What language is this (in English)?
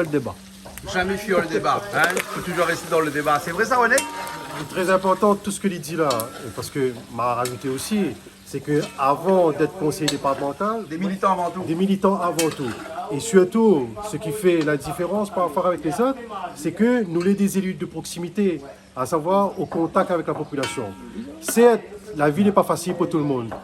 Réunion Creole French